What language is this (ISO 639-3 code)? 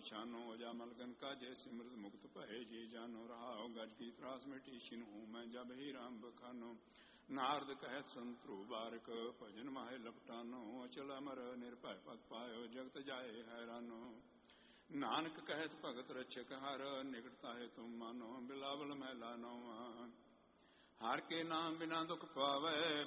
pan